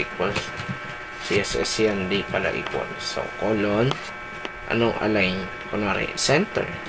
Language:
Filipino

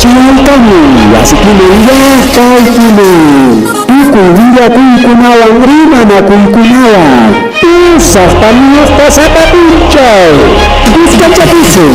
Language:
Ayacucho Quechua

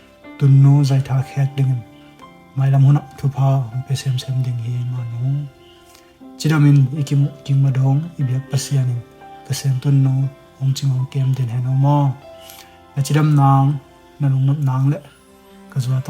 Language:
Tedim Chin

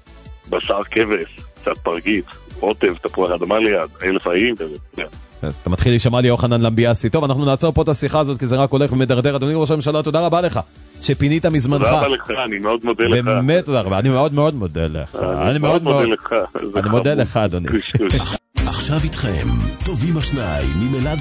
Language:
Hebrew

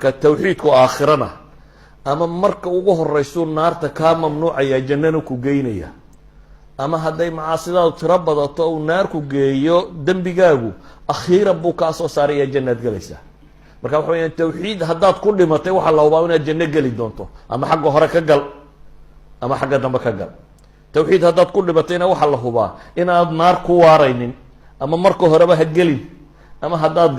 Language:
Somali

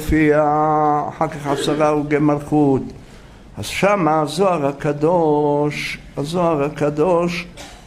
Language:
Hebrew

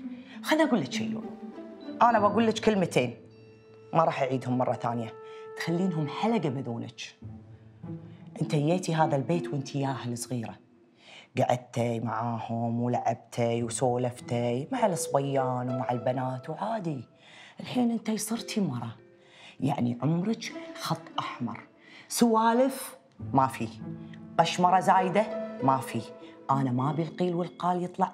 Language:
Gulf Arabic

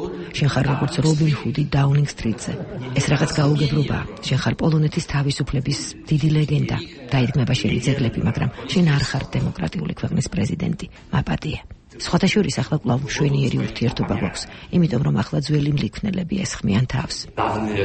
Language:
Georgian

